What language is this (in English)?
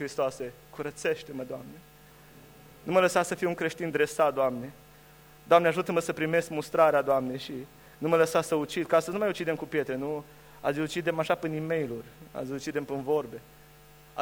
Romanian